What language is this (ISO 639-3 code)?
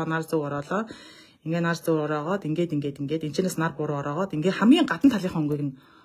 mon